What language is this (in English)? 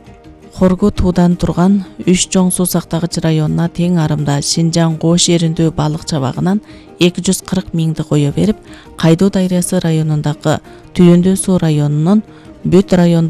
Kyrgyz